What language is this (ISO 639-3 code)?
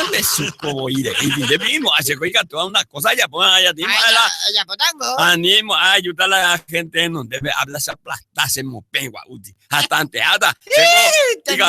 grn